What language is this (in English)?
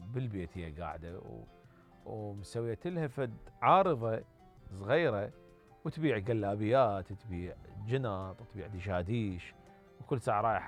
Mesopotamian Arabic